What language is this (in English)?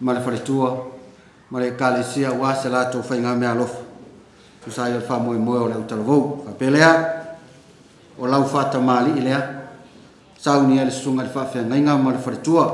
Samoan